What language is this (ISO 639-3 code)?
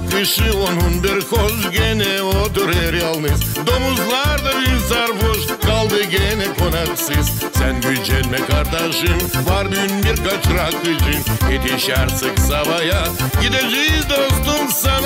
gag